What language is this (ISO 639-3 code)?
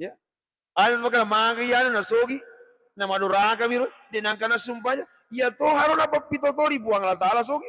bug